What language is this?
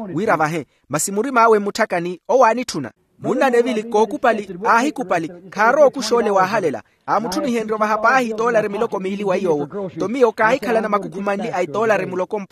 Makhuwa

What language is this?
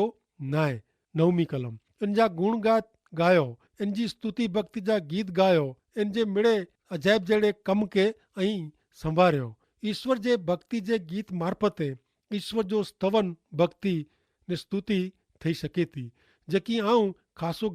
Kachhi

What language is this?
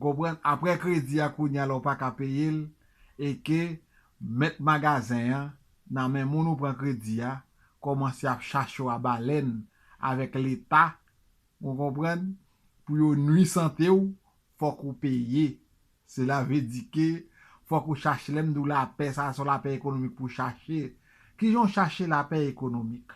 Haitian Creole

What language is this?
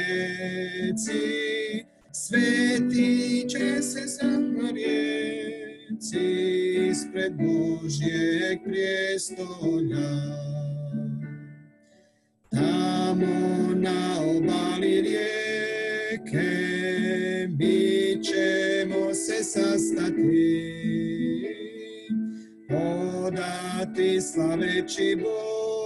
Croatian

